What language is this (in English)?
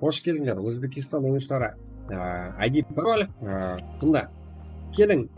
Kara-Kalpak